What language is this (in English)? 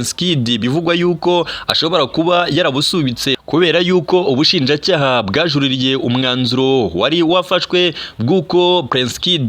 Kinyarwanda